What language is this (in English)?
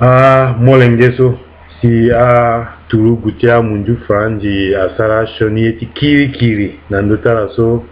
Sango